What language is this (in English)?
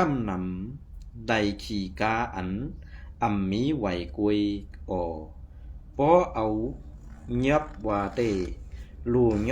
Shan